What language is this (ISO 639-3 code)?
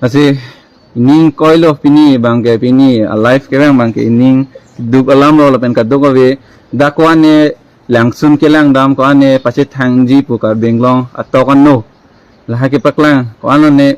mjw